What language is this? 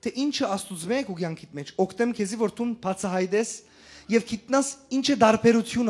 Western Armenian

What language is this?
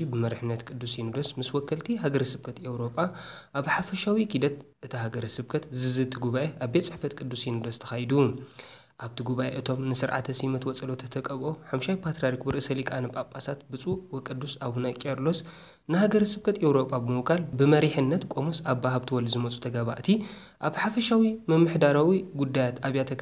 Tigrinya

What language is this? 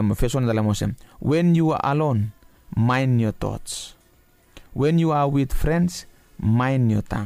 Bislama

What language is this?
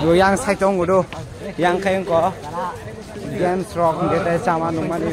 Kok Borok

